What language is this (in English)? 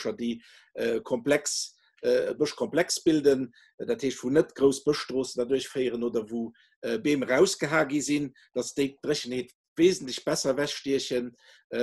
Luxembourgish